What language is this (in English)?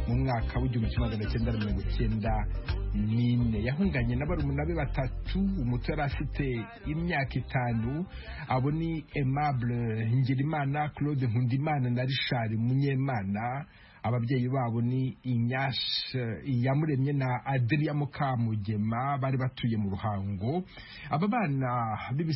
Kinyarwanda